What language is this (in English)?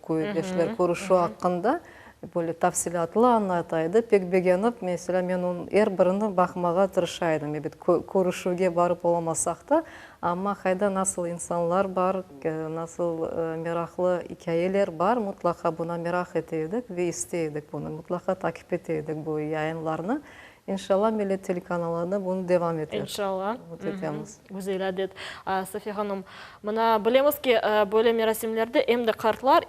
Crimean Tatar